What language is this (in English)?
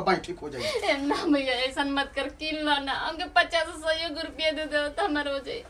Bhojpuri